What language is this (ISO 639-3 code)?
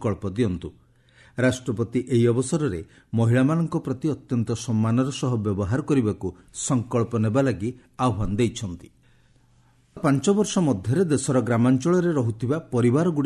ori